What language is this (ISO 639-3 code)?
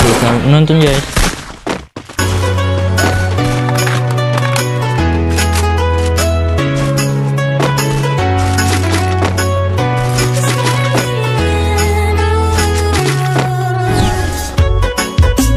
ind